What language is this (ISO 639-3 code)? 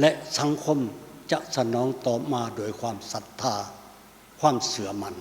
lao